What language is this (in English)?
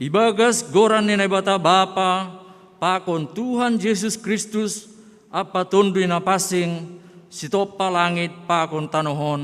Batak Simalungun